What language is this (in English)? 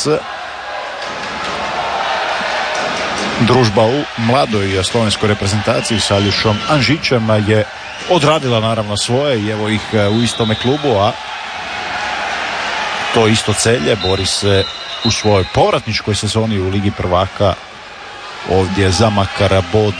Croatian